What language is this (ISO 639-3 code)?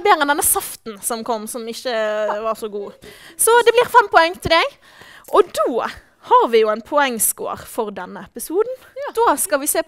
nor